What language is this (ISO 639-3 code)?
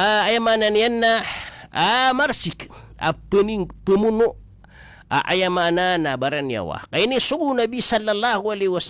mrw